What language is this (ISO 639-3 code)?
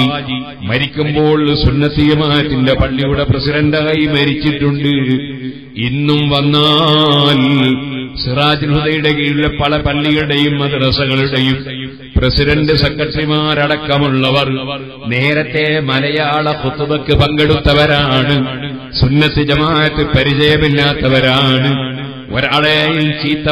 mal